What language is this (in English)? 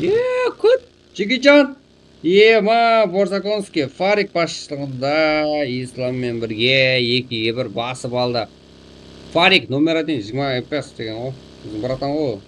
Kara-Kalpak